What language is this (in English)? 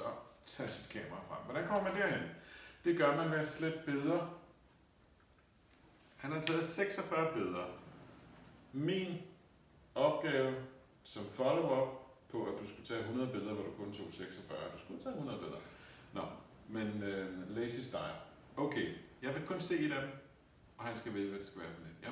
Danish